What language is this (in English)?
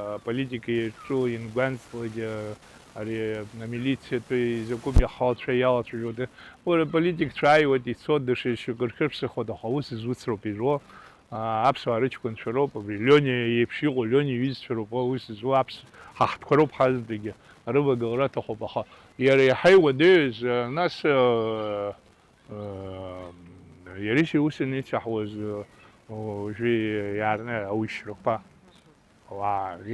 Abkhazian